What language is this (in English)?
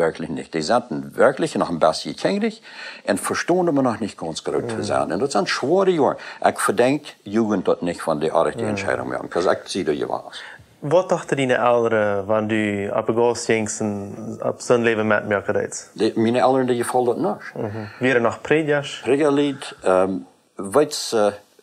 Plautdietsch